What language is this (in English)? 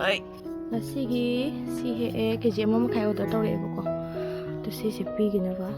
Manipuri